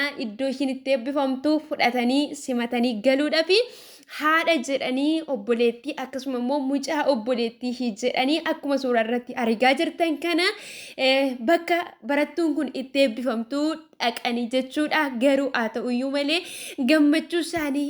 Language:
Oromo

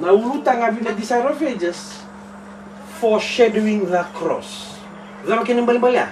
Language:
Fijian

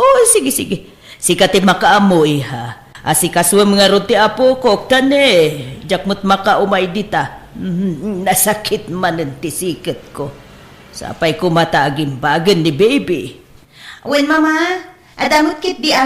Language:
Iloko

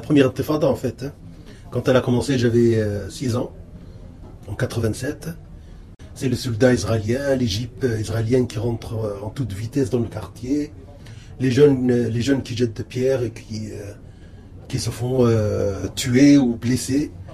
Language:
French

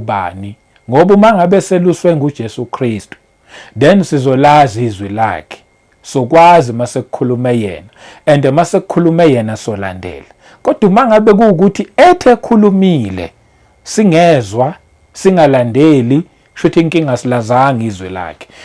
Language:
Zulu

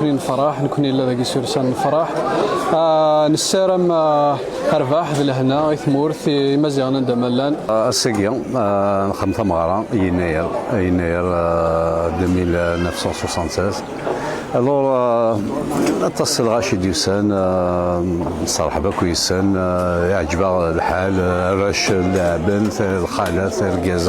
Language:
Kabyle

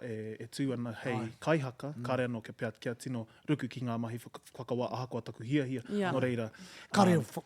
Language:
Māori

